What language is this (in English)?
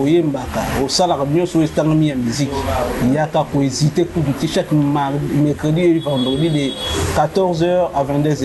Lingala